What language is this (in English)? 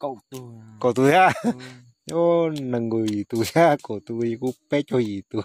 Hmong